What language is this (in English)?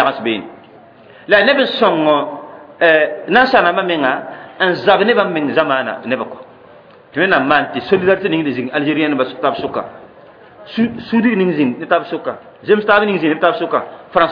Mossi